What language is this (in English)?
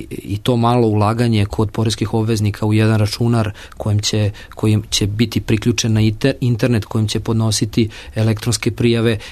Serbian